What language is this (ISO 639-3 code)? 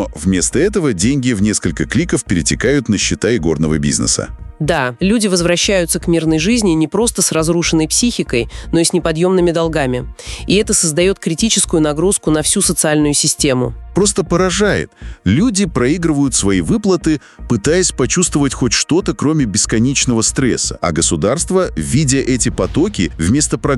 rus